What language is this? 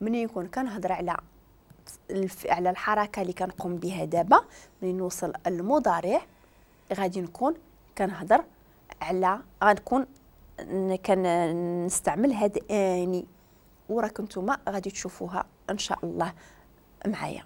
Moroccan Arabic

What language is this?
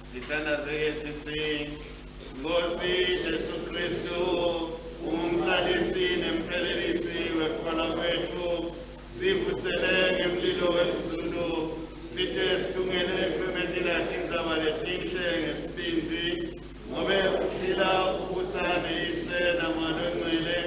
Swati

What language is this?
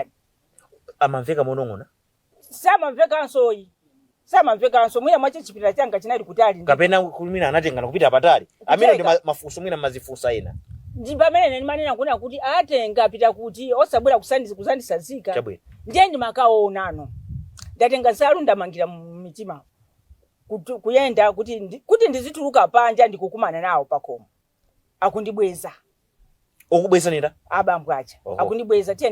Nyanja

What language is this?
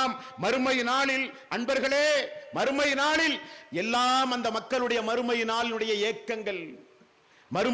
Tamil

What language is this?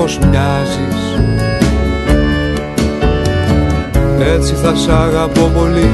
Greek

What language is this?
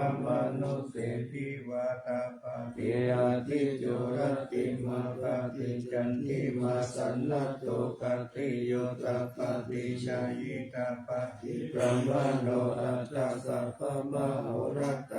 Pali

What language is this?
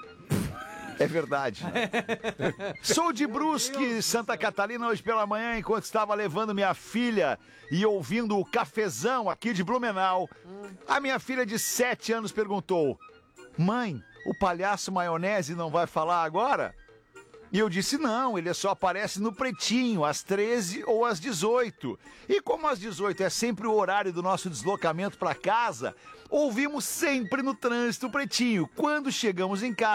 Portuguese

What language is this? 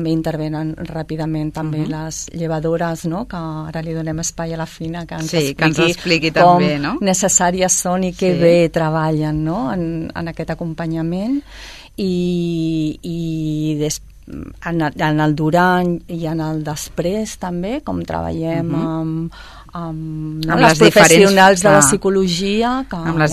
Catalan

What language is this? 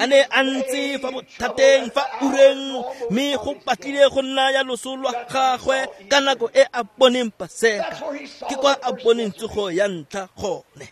Tswana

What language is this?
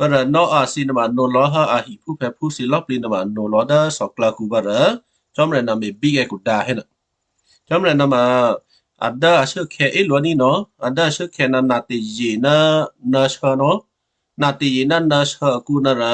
Western Kayah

